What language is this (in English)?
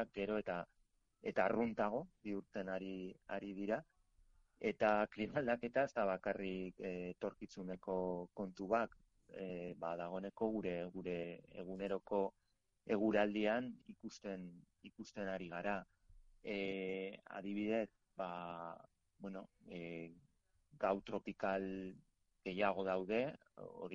Basque